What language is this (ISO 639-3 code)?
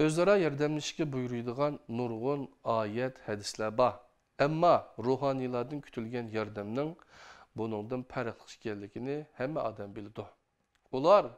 uig